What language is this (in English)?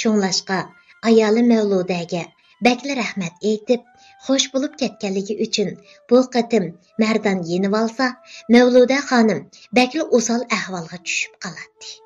Uyghur